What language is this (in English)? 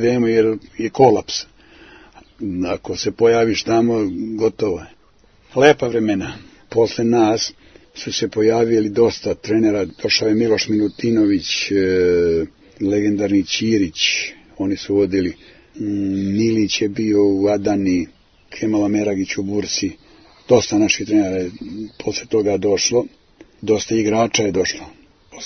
Serbian